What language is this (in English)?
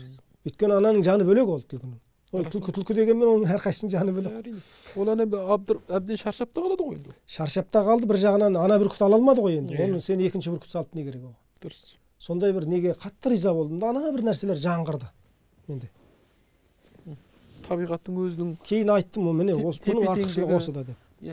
Kazakh